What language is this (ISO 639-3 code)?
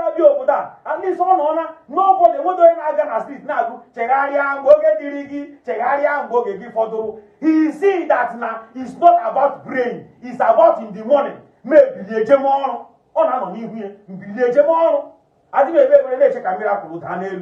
ibo